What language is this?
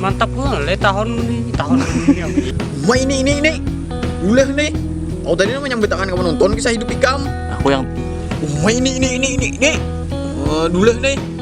Banjar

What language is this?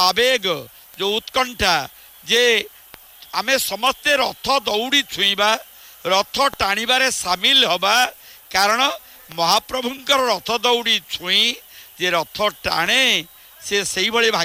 Odia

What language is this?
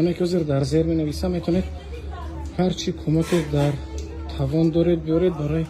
Tajik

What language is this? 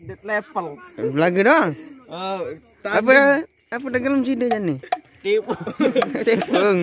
Sasak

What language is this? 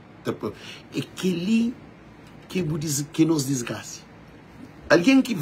Kabuverdianu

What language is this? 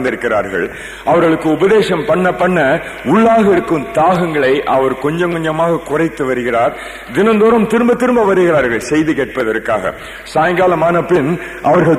Tamil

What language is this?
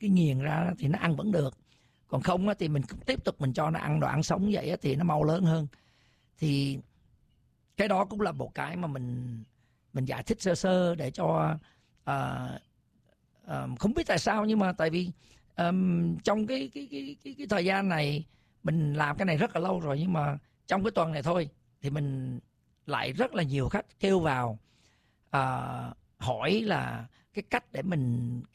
Vietnamese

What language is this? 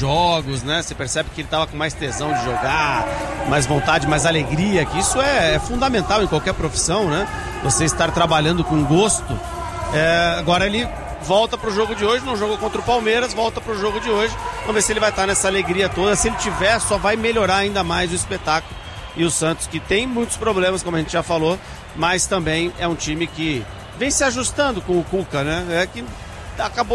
Portuguese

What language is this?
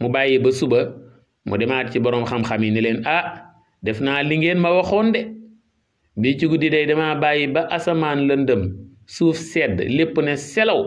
Wolof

